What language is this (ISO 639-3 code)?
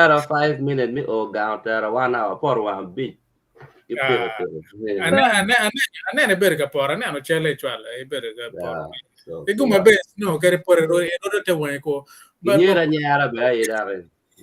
ach